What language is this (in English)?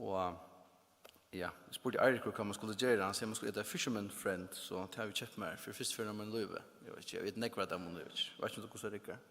Faroese